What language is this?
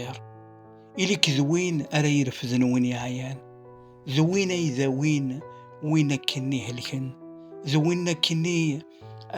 Kabyle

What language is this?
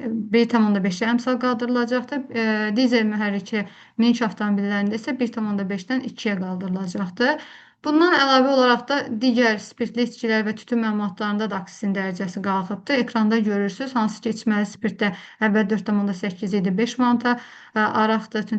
Azerbaijani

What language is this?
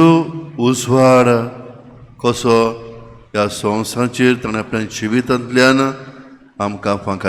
Konkani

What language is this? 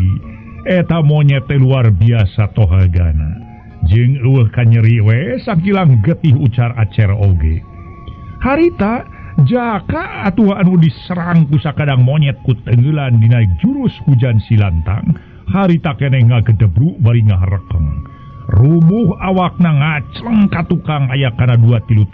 Sundanese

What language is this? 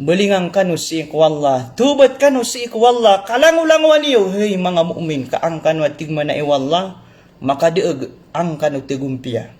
Maranao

